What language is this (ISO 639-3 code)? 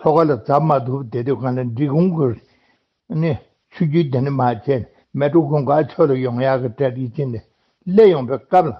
bod